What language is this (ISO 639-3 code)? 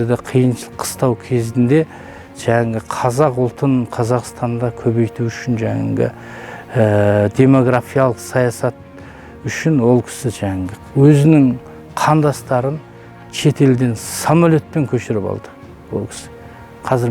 kaz